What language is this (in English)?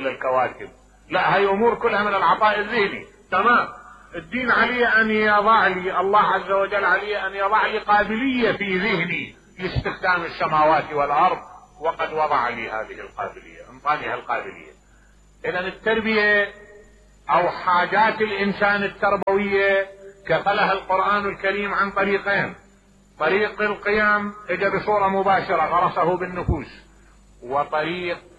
Mesopotamian Arabic